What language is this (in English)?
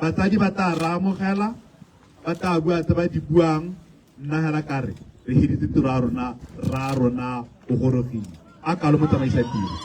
Tswana